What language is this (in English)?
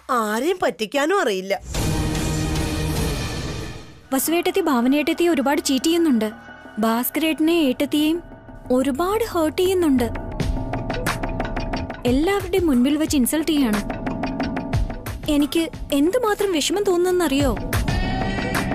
Malayalam